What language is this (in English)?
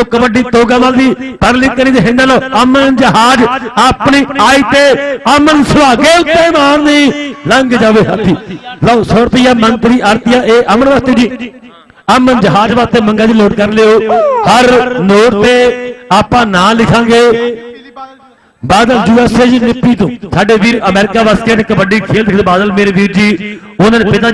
Punjabi